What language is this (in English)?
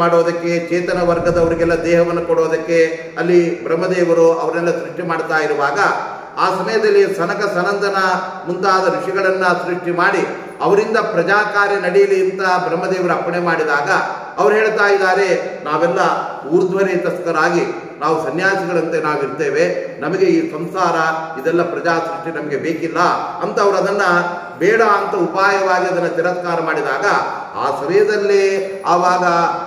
Kannada